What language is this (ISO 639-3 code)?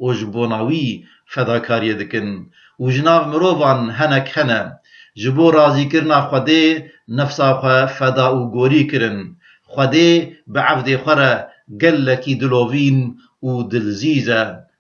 kur